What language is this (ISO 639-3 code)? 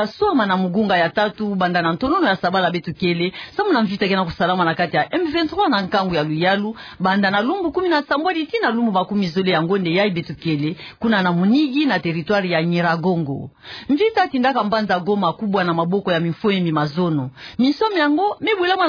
ktu